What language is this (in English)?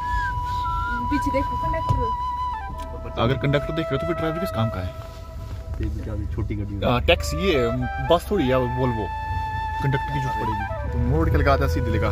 Hindi